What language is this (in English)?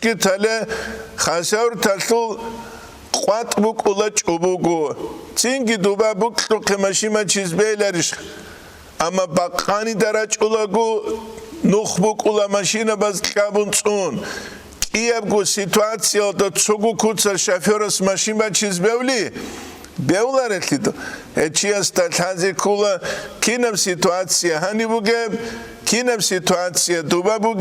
Avaric